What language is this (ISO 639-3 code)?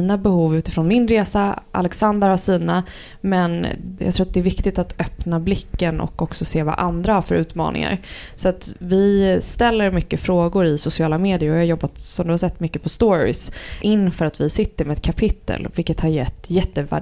swe